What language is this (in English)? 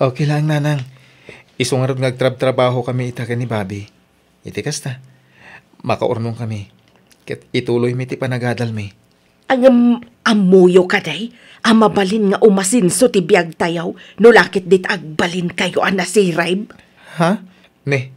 Iloko